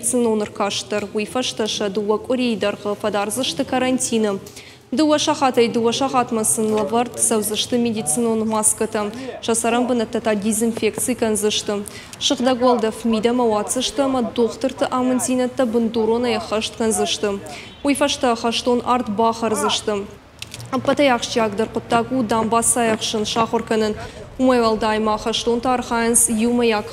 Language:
Ossetic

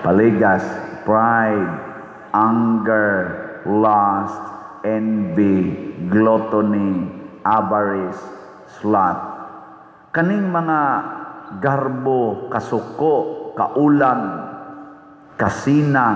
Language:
Cebuano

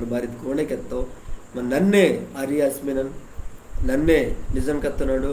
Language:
Koya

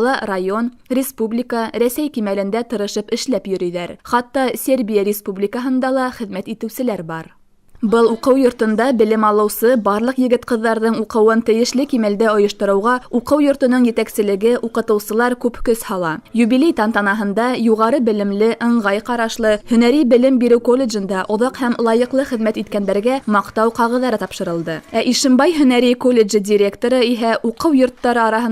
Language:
Bashkir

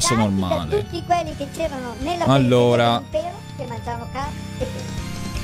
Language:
Italian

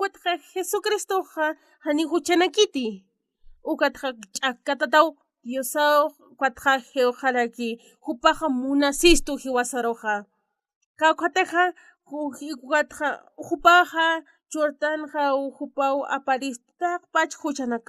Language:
Aymara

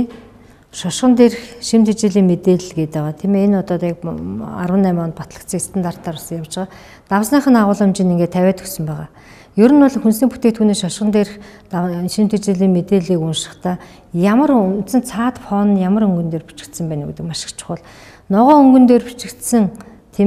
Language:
Mongolian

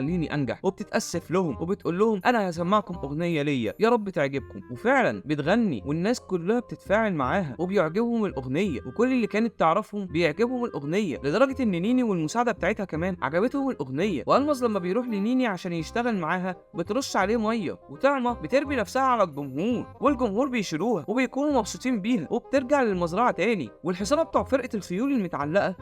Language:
Egyptian Arabic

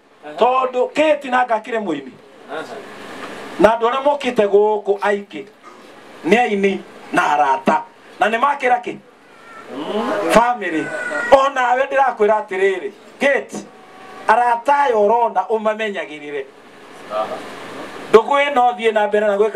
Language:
Kikuyu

